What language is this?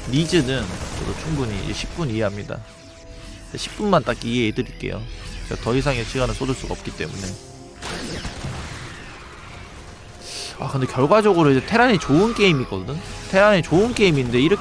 Korean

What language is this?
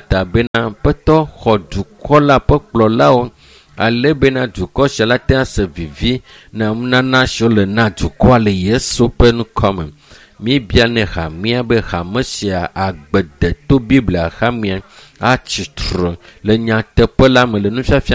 Ewe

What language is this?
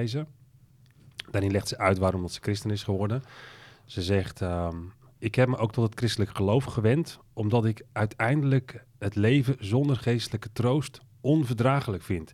Dutch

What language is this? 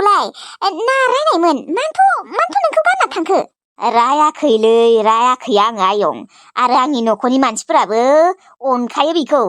Bodo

